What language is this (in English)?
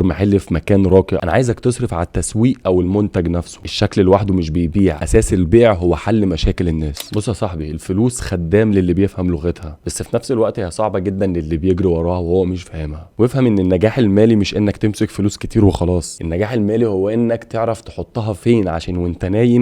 Egyptian Arabic